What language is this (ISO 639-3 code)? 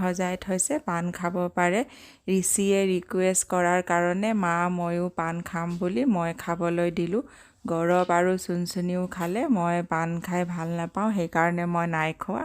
asm